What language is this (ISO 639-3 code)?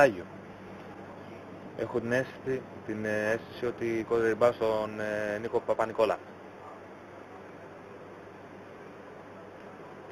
ell